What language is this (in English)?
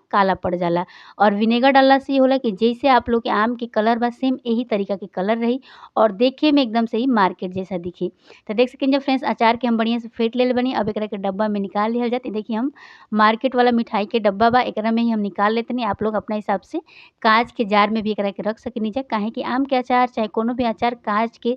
Bhojpuri